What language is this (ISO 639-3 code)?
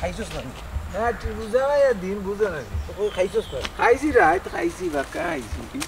syl